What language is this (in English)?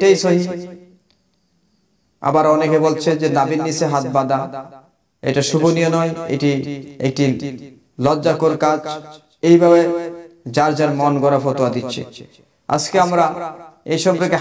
Bangla